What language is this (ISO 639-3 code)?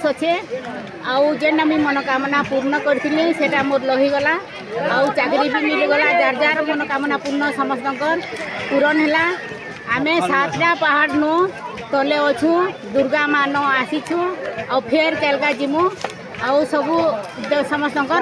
ori